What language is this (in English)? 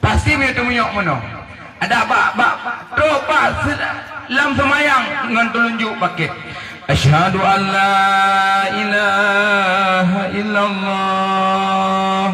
Achinese